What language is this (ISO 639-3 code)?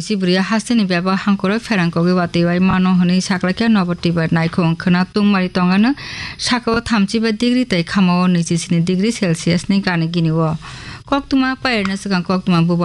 trp